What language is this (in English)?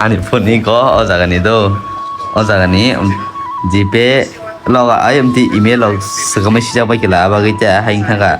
Kok Borok